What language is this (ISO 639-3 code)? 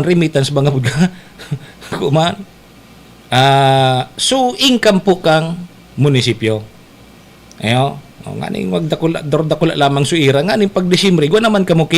bik